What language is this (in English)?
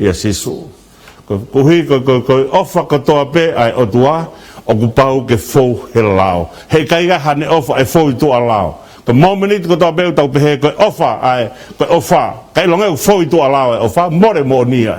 Tongan